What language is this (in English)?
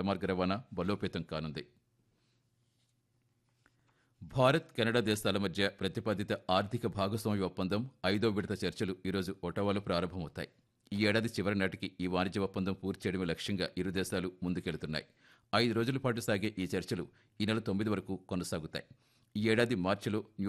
Telugu